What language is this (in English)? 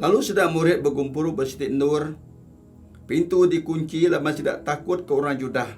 Iban